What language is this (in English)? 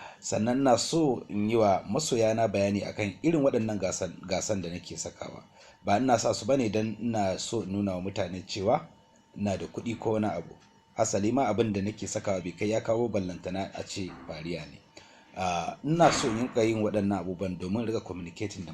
Hausa